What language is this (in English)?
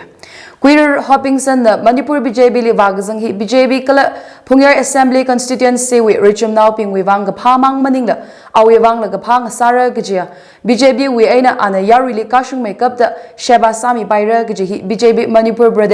Tangkhul Naga (India)